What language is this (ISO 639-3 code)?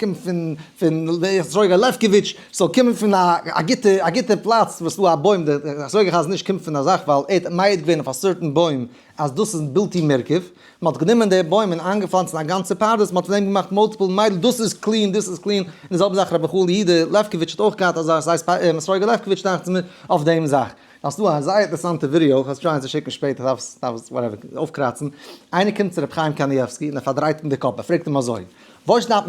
yid